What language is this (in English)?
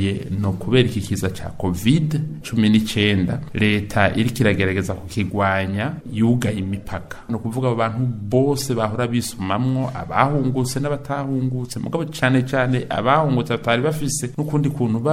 Rundi